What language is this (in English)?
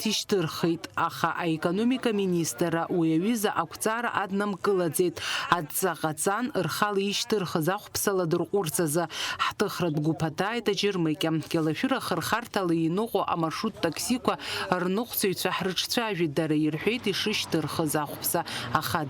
Abkhazian